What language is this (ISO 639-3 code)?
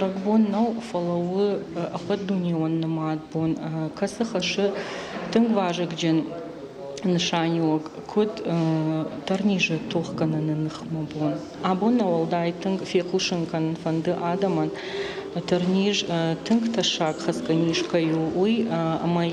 oss